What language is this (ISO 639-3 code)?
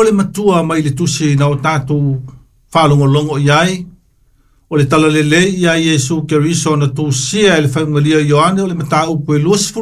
smo